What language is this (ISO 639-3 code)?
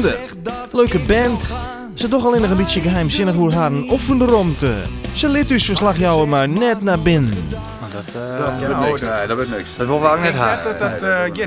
fry